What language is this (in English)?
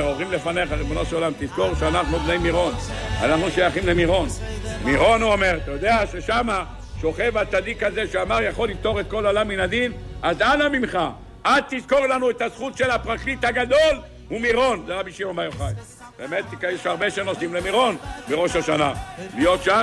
Hebrew